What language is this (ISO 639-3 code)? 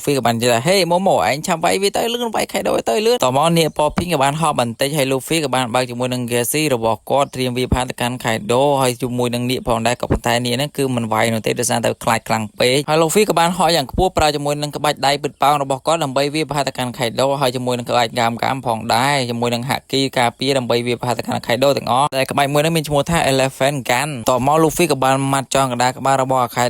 khm